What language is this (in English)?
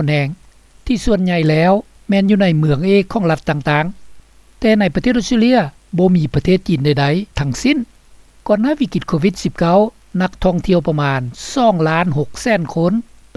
Lao